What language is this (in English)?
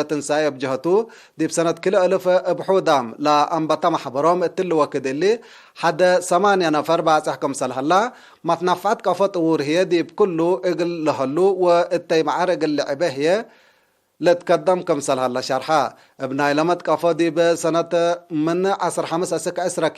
Tigre